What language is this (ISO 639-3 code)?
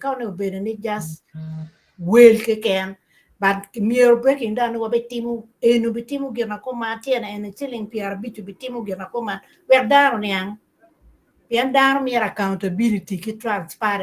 ach